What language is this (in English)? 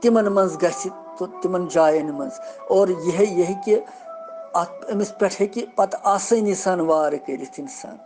Kashmiri